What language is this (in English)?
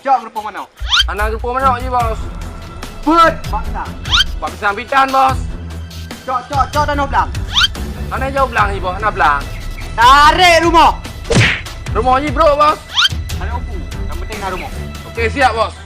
Achinese